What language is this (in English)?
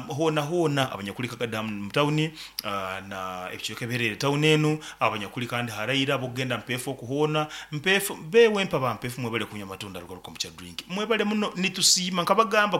Nyankole